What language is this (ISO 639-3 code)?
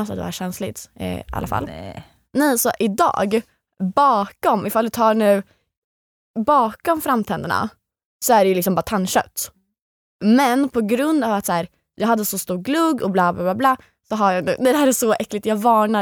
swe